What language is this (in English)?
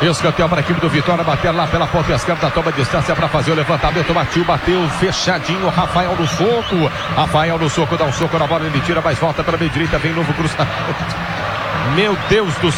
Portuguese